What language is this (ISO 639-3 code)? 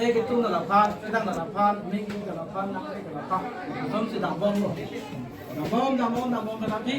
mjw